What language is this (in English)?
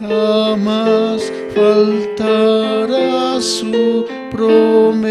South Bolivian Quechua